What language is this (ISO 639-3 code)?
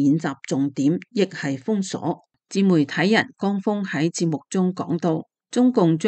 yue